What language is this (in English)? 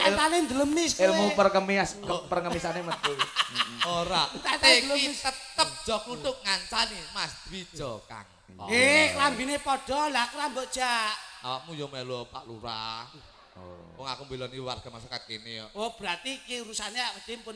Javanese